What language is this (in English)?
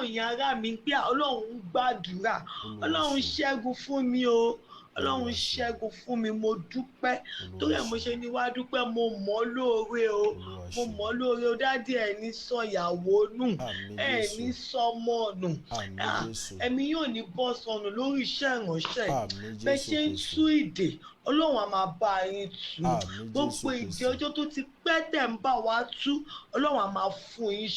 Yoruba